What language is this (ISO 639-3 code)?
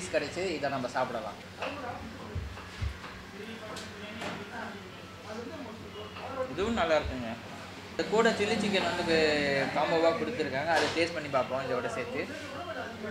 tam